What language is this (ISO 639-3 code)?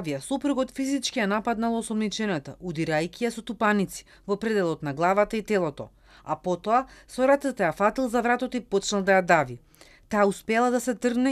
mkd